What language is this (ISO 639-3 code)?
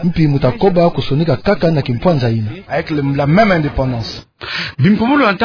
ktu